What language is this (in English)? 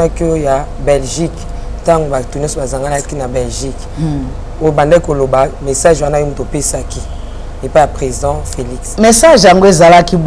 Lingala